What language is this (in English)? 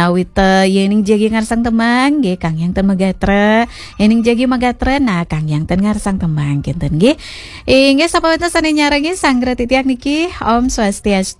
Balinese